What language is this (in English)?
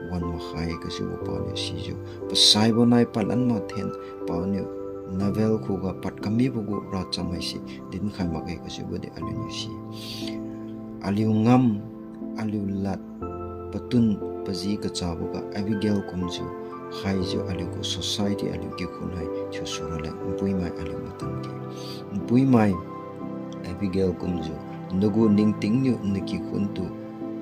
Liangmai Naga